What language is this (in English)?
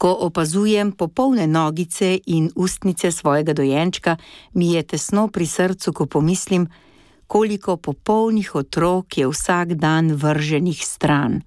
Slovenian